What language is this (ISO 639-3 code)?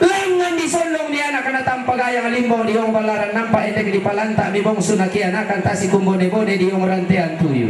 sda